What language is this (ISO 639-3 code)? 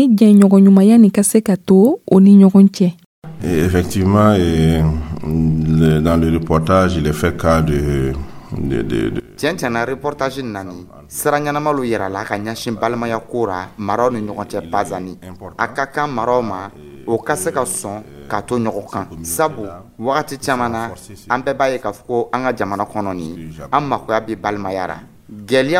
dyu